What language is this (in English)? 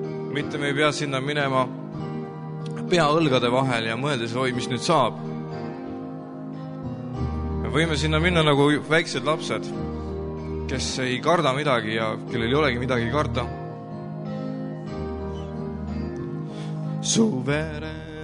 Estonian